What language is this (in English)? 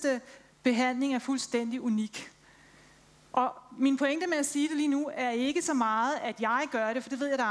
Danish